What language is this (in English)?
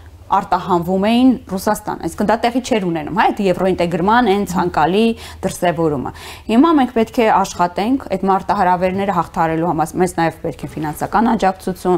Armenian